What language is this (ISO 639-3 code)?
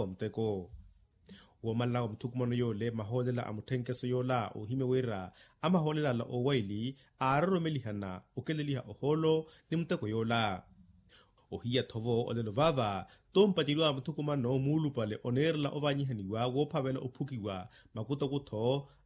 vmw